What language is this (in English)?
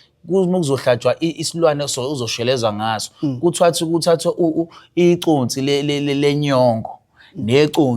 Zulu